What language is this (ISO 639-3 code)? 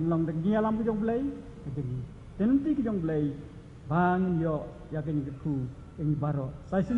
kha